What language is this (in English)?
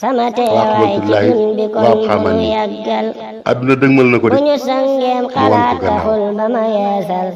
Wolof